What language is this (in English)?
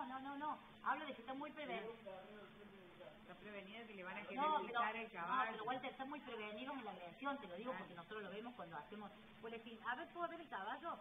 Spanish